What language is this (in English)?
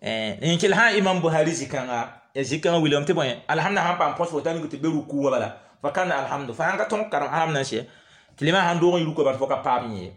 Mossi